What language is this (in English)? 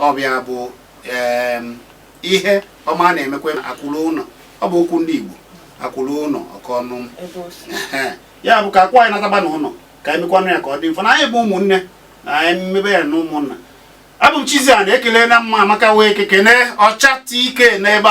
Igbo